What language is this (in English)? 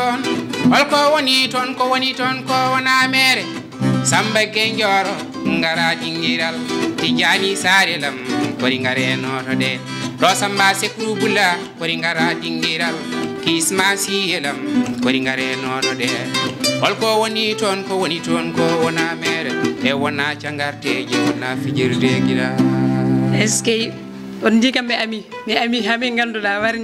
Fula